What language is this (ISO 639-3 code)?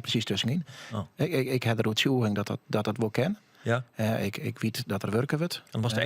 fry